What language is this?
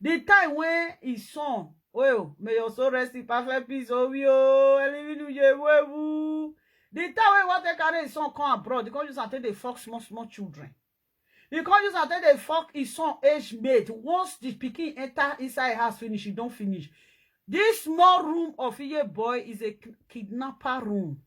Nigerian Pidgin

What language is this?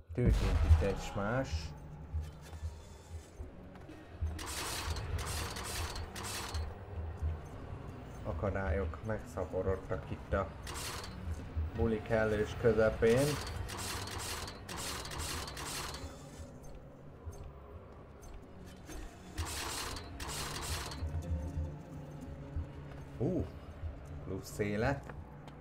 Hungarian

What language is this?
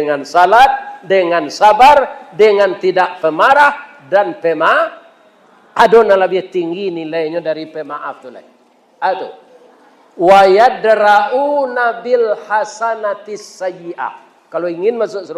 Minangkabau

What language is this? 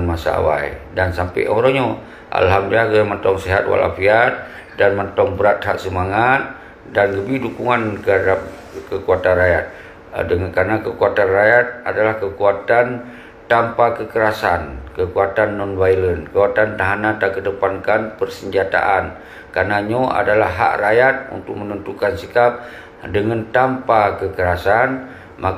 Achinese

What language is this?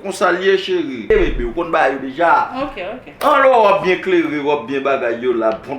Haitian Creole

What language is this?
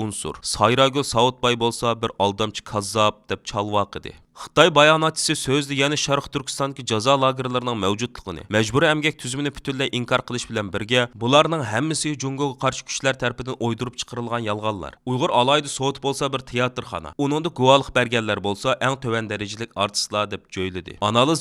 Uyghur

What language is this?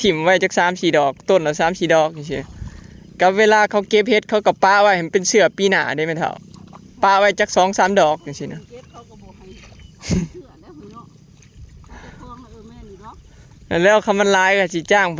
Northeastern Thai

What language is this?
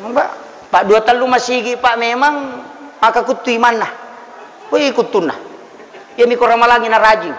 Buginese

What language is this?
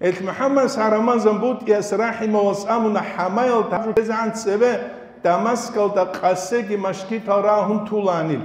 Avaric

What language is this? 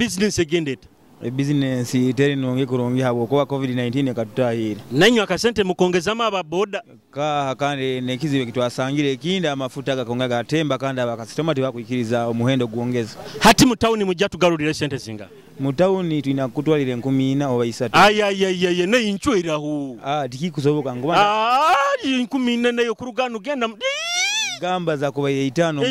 Nyoro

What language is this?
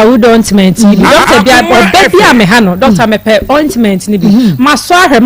Akan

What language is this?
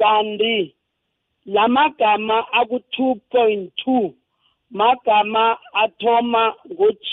South Ndebele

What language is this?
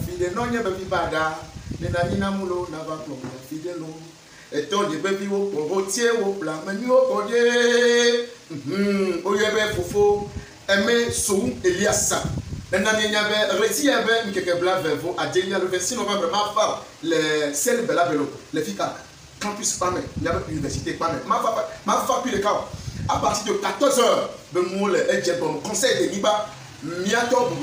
Ewe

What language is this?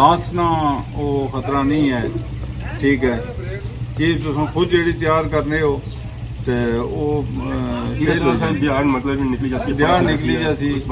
Pahari-Potwari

